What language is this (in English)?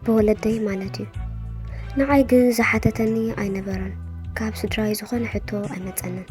Tigrinya